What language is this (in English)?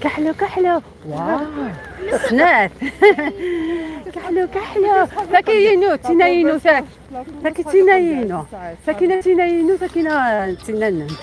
Algerian Arabic